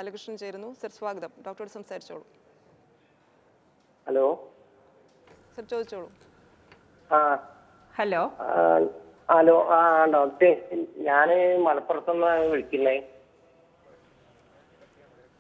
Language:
Malayalam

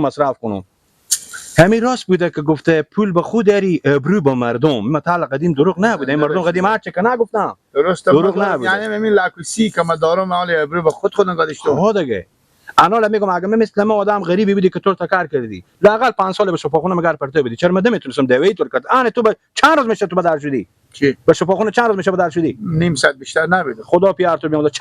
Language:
Persian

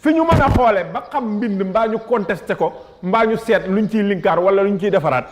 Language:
Wolof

